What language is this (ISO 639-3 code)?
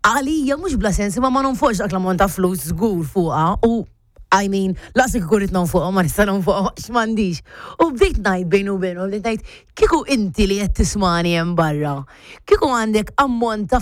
mlt